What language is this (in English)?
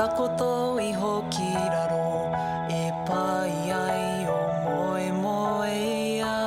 Māori